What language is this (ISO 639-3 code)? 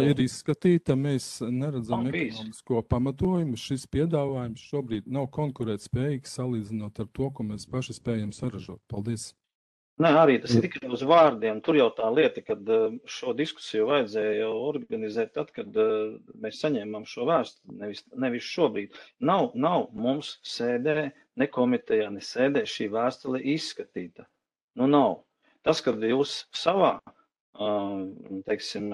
lav